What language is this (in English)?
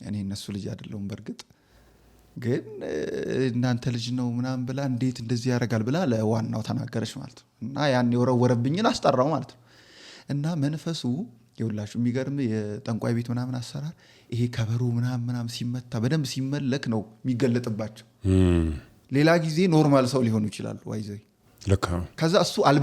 Amharic